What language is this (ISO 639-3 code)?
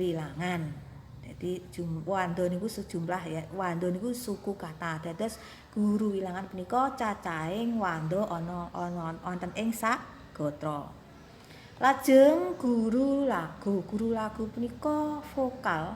jav